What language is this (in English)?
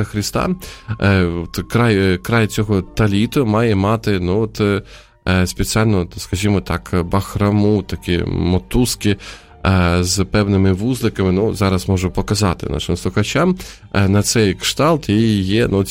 Ukrainian